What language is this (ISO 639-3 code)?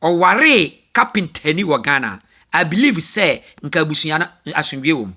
aka